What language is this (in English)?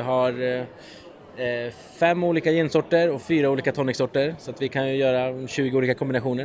Swedish